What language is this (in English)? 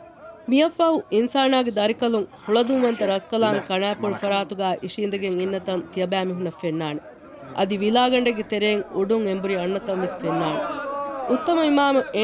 Divehi